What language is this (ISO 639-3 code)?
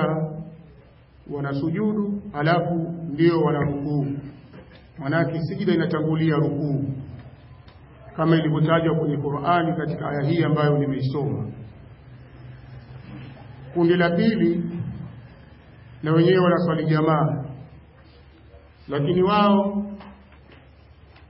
swa